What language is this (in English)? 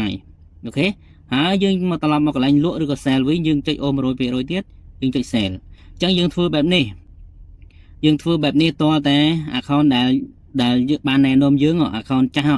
Khmer